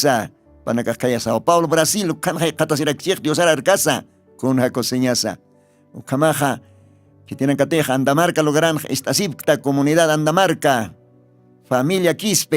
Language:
Aymara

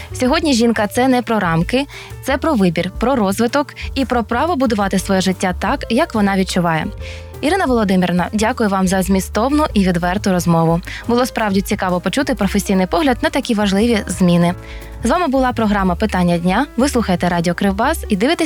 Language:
Ukrainian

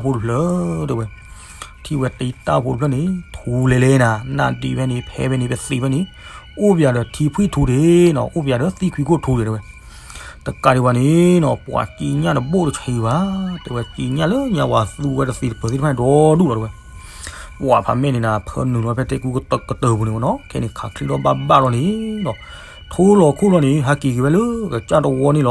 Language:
S'gaw Karen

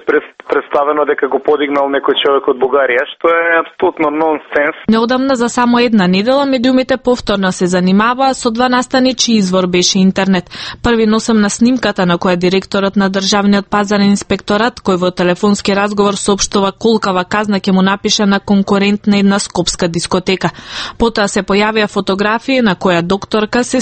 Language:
Macedonian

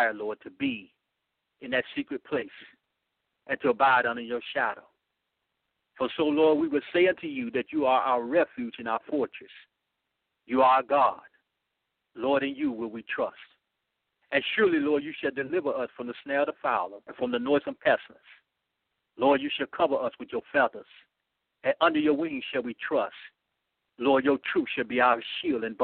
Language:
English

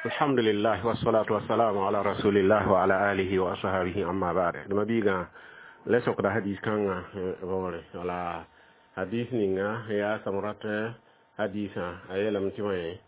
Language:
Mossi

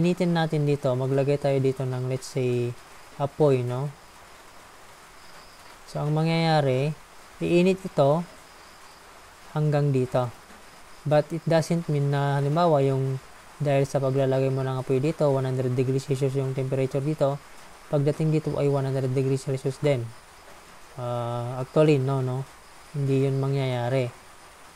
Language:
Filipino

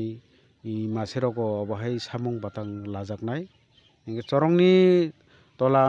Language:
Kok Borok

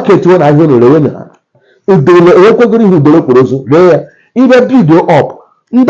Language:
Igbo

